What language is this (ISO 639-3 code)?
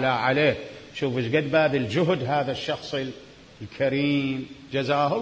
acm